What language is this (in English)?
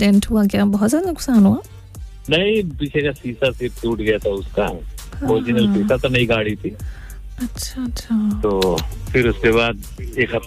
Hindi